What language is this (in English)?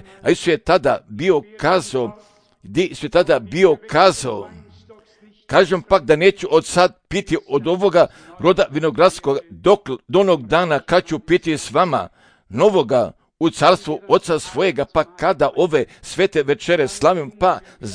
Croatian